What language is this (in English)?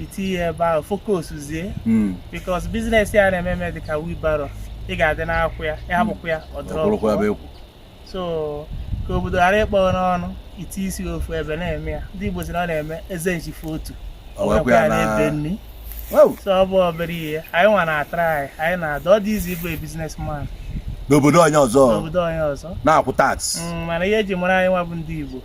Igbo